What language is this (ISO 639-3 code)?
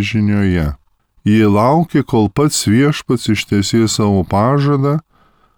lit